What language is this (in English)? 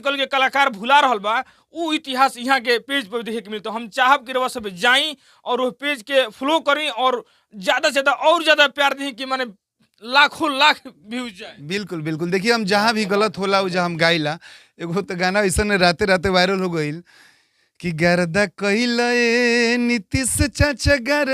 Bhojpuri